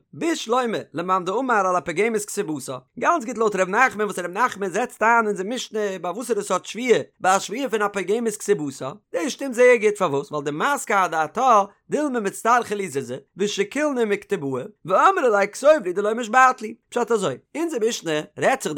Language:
Yiddish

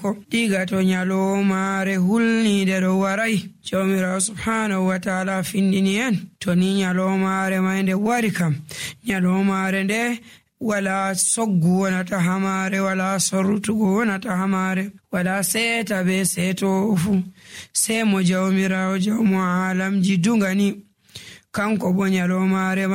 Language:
Nigerian Fulfulde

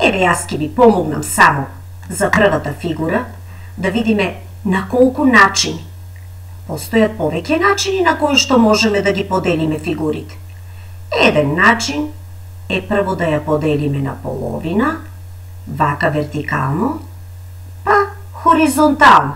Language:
Macedonian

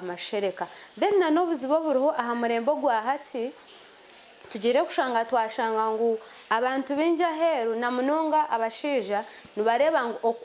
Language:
Nyankole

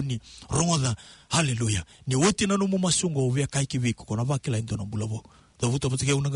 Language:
Fijian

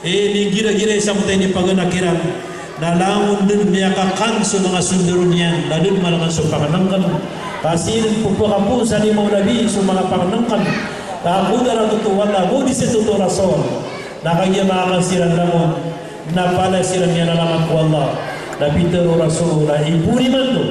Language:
Maranao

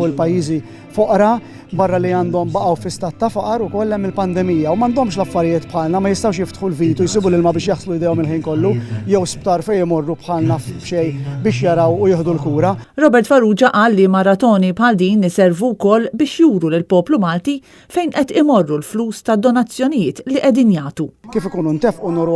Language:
Maltese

